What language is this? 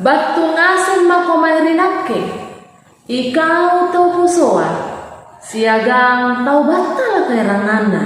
Makasar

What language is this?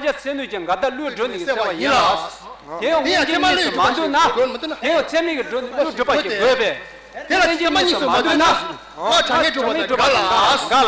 Tibetan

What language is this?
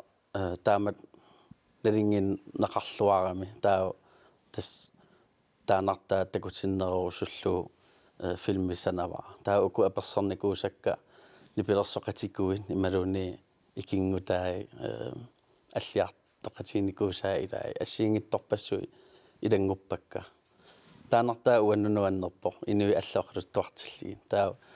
Kalaallisut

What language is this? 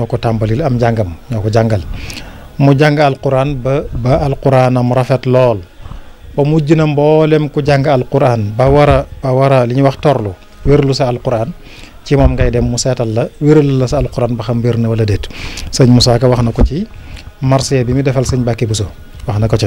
Wolof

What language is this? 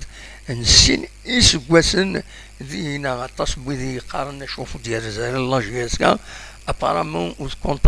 Kabyle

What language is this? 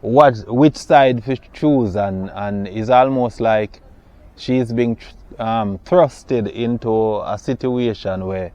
Jamaican Creole English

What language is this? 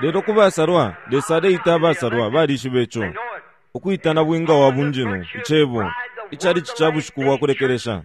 Bemba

